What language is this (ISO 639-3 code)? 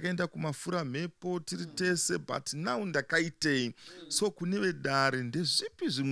sna